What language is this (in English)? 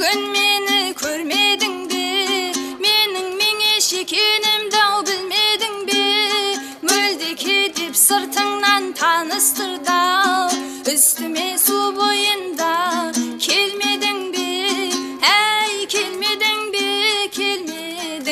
Kara-Kalpak